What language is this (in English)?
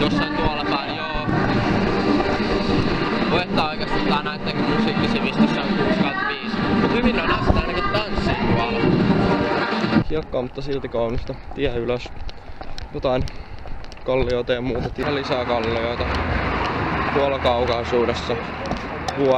Finnish